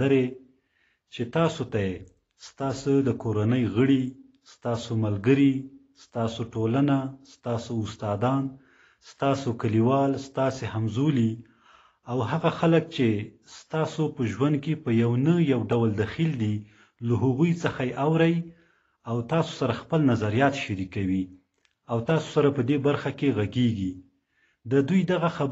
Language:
Pashto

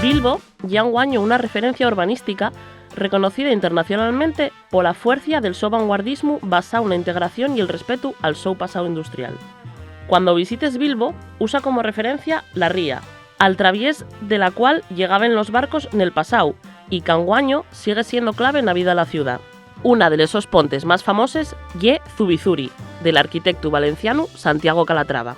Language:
Asturian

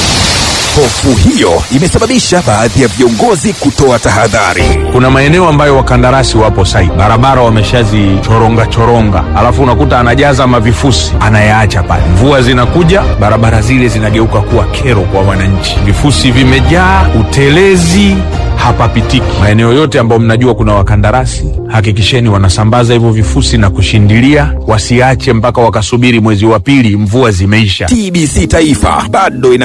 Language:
Swahili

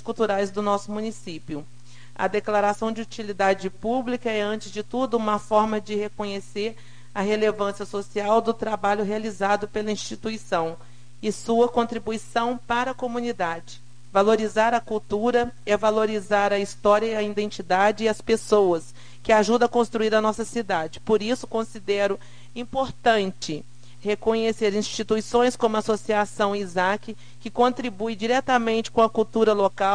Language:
Portuguese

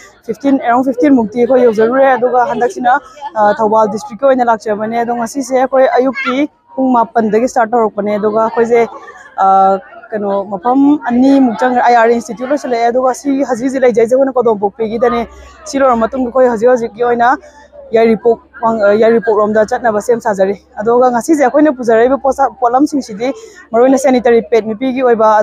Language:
Manipuri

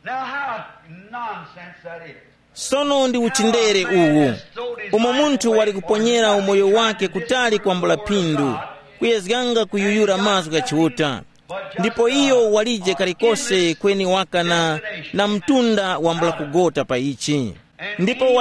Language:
Tumbuka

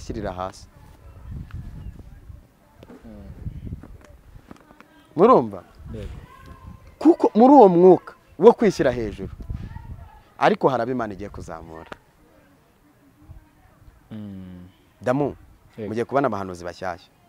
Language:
Kinyarwanda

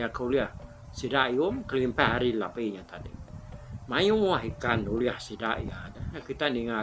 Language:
Iban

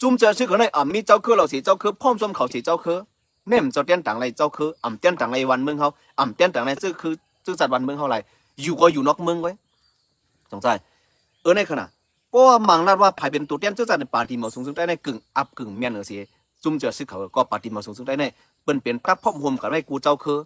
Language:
Shan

